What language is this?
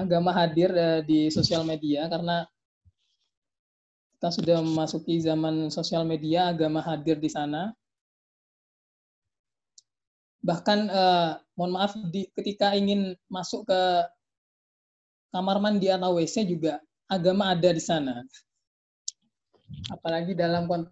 Indonesian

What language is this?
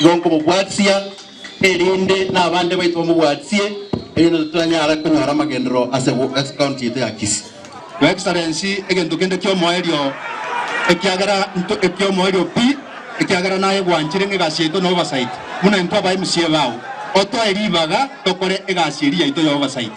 Gusii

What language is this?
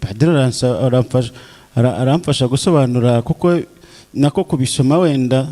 Kinyarwanda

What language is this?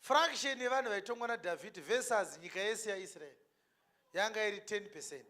Shona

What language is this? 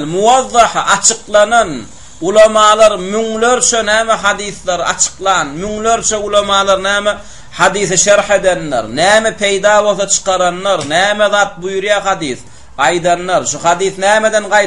Turkmen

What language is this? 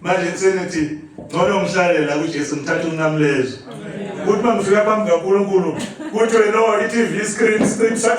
Zulu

